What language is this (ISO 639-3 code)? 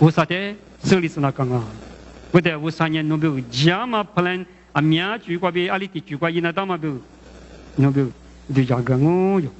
lis